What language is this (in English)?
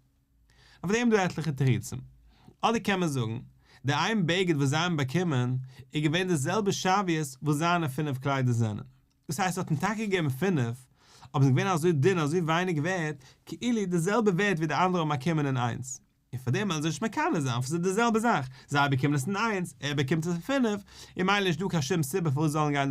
Yiddish